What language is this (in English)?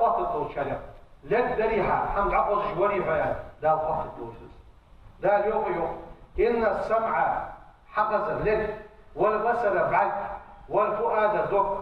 Ingush